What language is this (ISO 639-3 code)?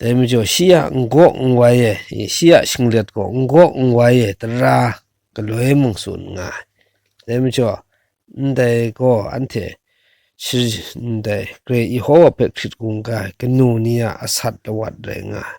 kac